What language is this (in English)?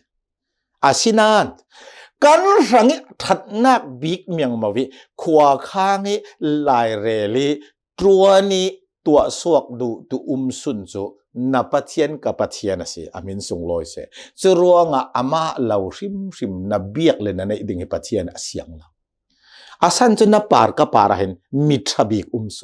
Hakha Chin